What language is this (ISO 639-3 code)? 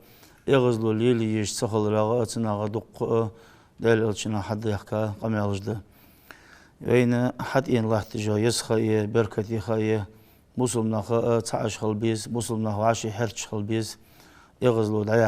inh